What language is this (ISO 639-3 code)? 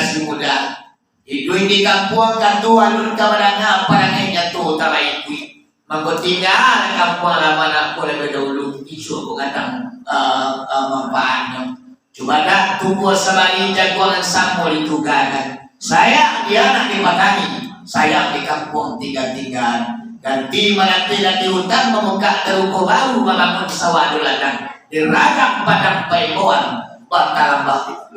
min